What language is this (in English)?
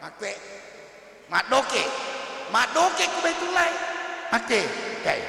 Buginese